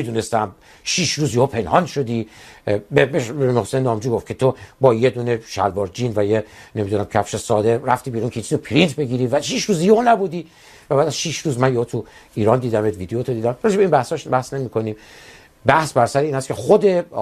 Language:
Persian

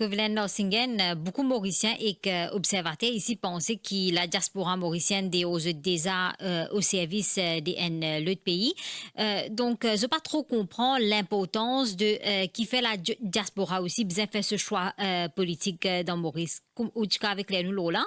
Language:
Morisyen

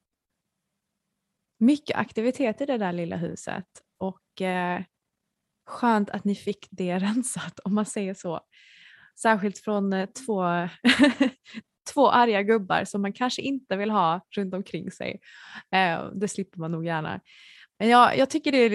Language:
Swedish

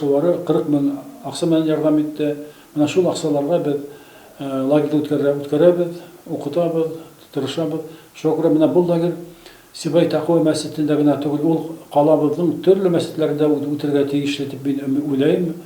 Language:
Bashkir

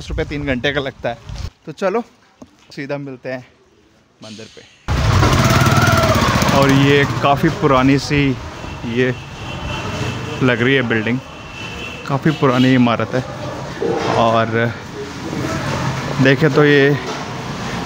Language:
Hindi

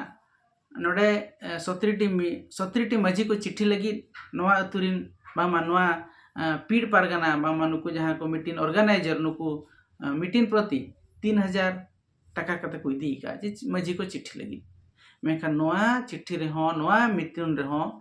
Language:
Santali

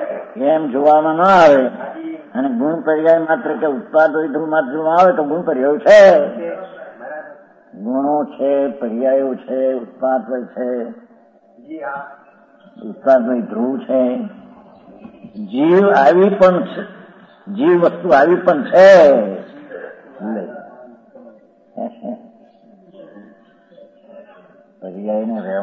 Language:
Gujarati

